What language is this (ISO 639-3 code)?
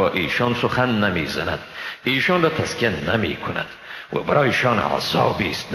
fas